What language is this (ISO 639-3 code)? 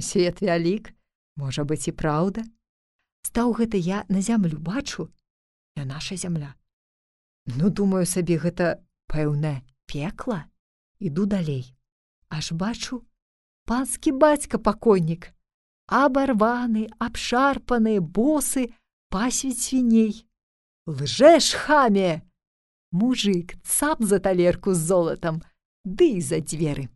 bel